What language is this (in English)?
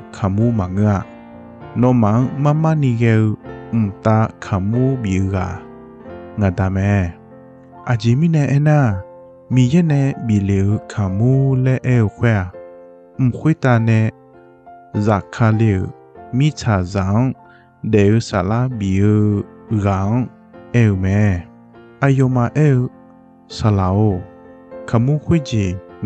Akha